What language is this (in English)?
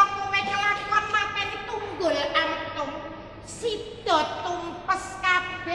Javanese